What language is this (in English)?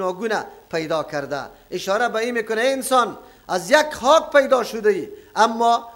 Persian